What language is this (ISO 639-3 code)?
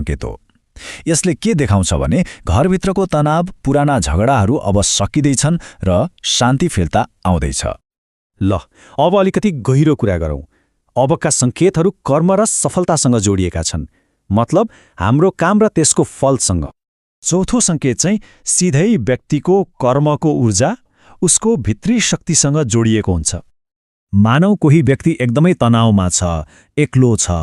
nep